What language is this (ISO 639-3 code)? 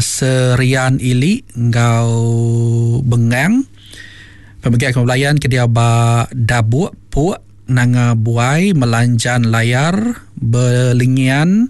iba